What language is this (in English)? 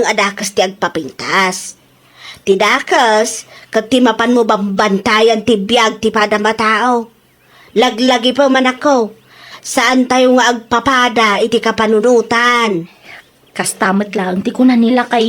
Iloko